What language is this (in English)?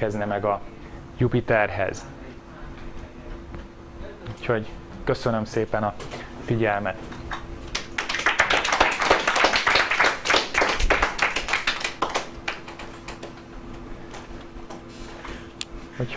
Hungarian